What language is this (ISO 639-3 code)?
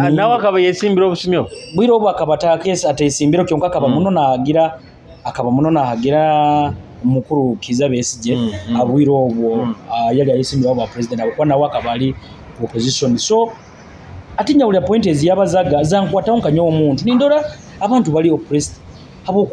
nyo